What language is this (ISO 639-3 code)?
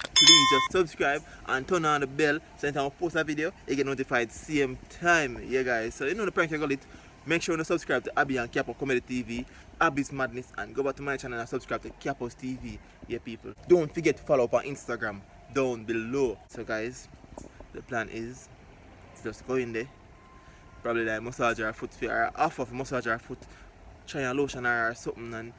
jam